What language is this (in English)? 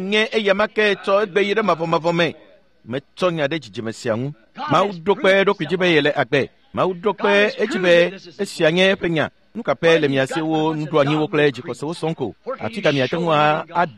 Ewe